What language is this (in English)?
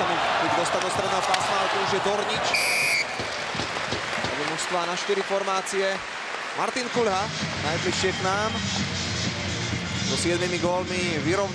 Slovak